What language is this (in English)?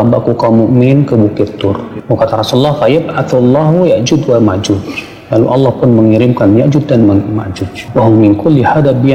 Indonesian